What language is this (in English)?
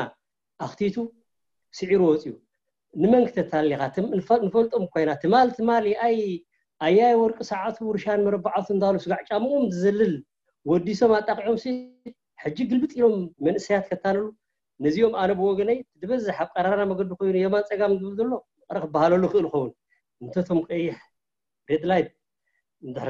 Tigrinya